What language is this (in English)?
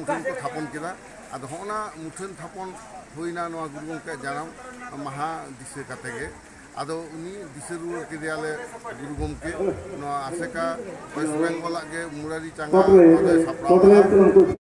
Santali